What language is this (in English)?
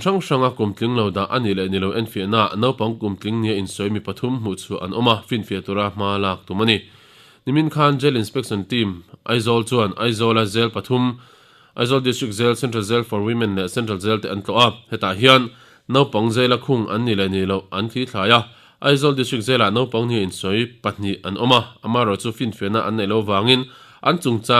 Mizo